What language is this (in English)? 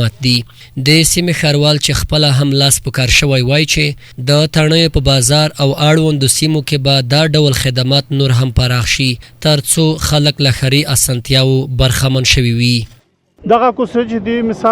Pashto